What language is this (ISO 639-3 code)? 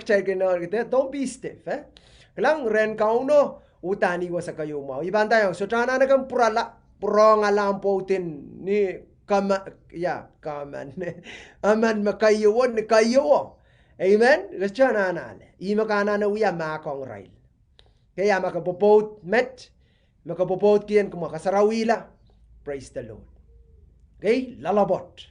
pon